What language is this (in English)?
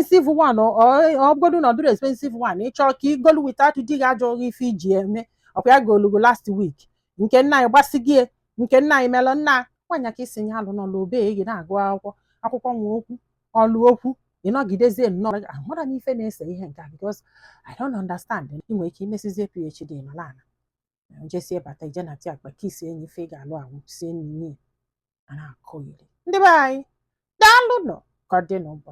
Igbo